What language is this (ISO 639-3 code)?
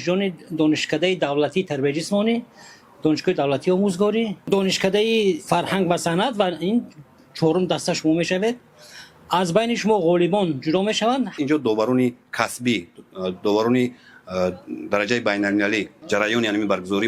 tgk